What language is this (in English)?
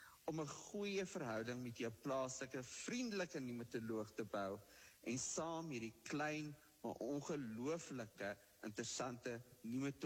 Afrikaans